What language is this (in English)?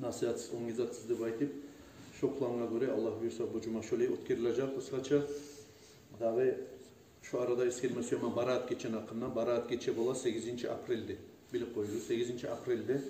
Kumyk